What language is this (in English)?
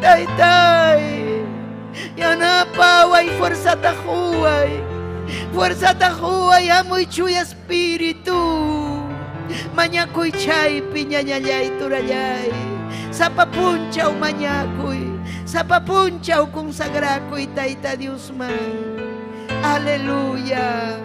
Ayacucho Quechua